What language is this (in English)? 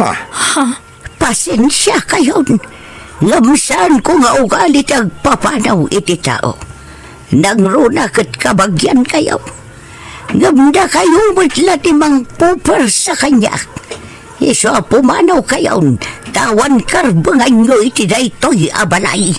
Iloko